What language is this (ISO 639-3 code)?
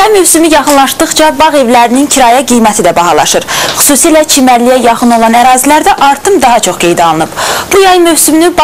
aze